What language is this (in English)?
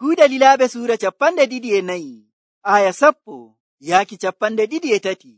Nigerian Fulfulde